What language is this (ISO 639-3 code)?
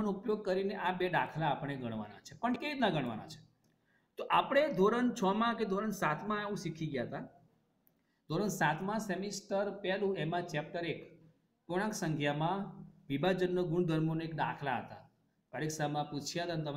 guj